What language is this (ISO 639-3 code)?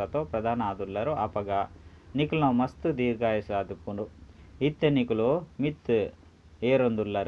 tcy